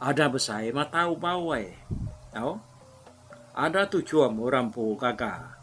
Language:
Iban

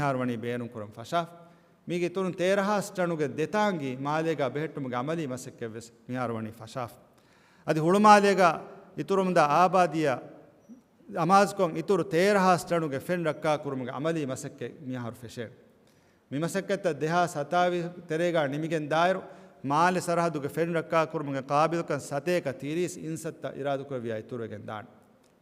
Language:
Divehi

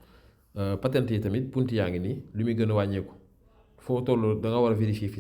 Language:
Wolof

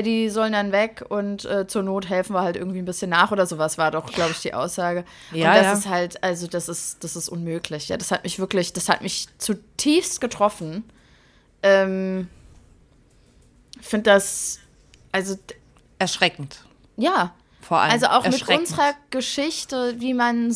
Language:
German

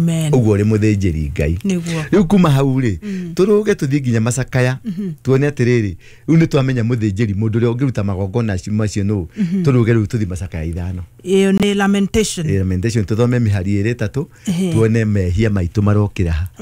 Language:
Kikuyu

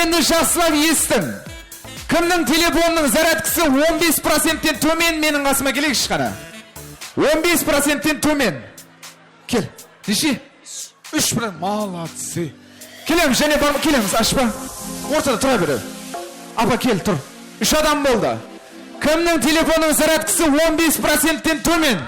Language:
Kara-Kalpak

